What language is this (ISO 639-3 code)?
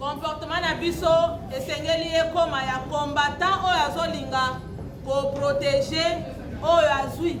lin